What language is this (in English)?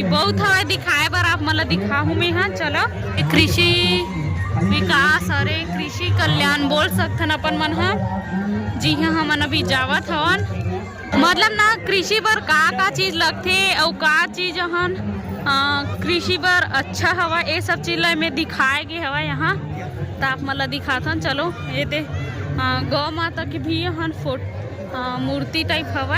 Chhattisgarhi